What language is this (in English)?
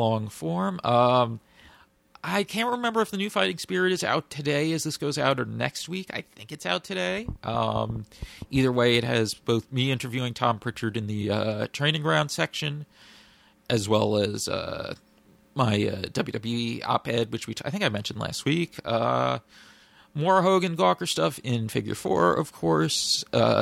English